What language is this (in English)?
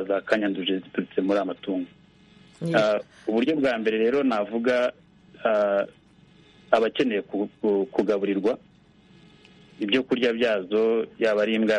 Kinyarwanda